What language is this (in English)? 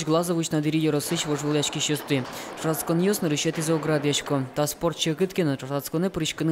Udmurt